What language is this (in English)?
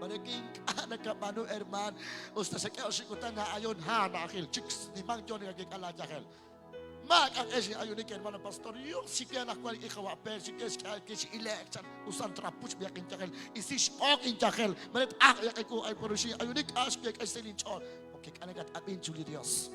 Kekchí